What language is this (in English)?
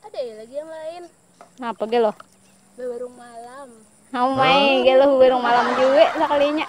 Banjar